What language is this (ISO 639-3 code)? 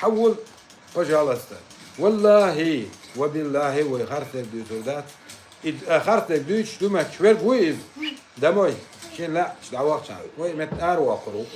che